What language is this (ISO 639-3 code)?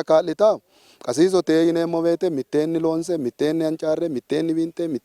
sid